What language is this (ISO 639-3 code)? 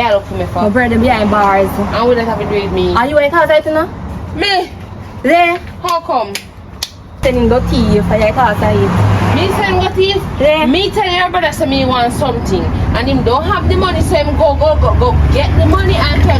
jam